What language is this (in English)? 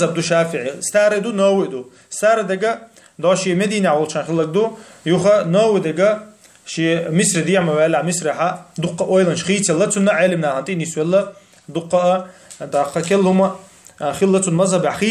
Chechen